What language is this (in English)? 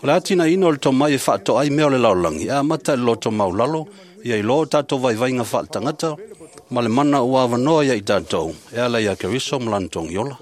Samoan